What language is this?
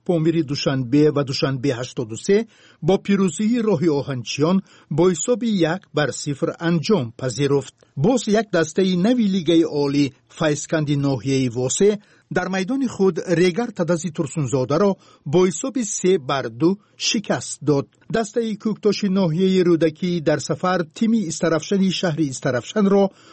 Persian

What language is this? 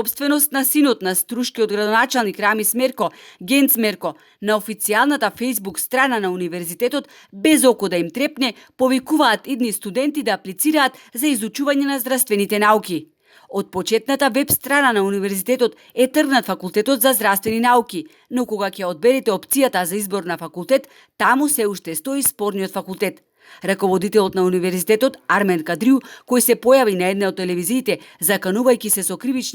Macedonian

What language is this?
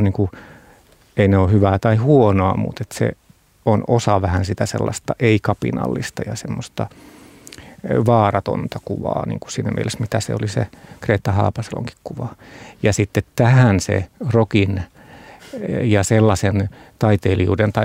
Finnish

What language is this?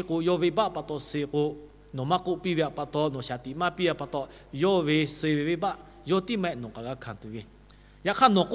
Lahu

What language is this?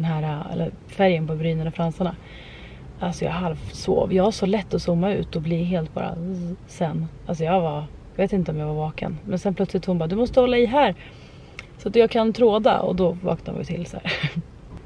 Swedish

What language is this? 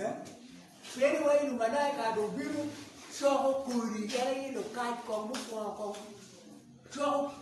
Acoli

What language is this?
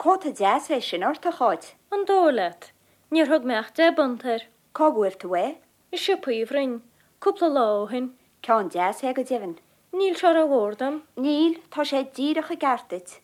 Irish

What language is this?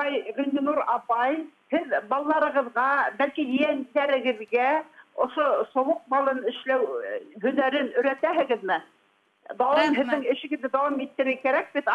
Bashkir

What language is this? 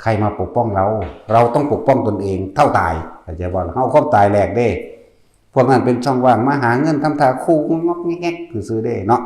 Northeastern Thai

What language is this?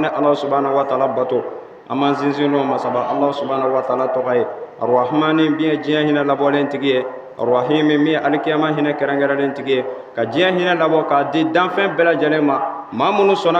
Bambara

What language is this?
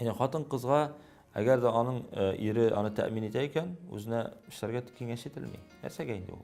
Tatar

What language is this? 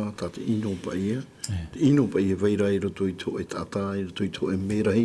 Tahitian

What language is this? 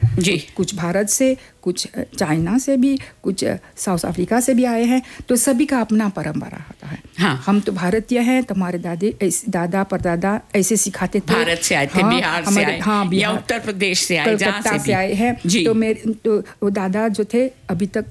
Hindi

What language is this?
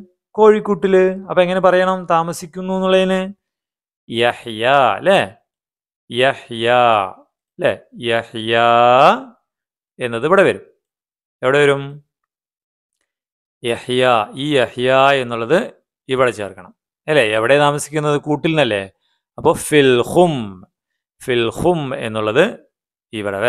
Malayalam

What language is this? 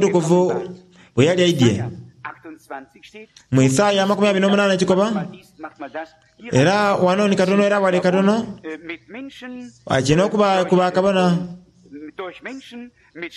Soga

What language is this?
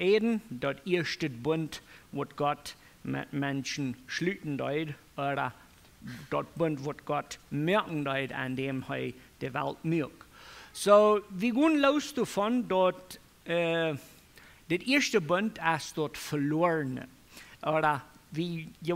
Plautdietsch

